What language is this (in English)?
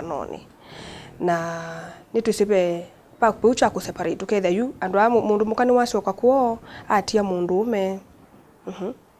Kamba